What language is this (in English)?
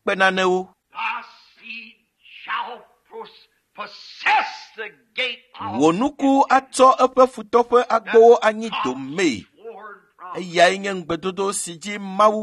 Ewe